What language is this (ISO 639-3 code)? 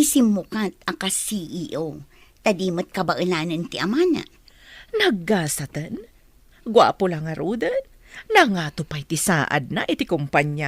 ilo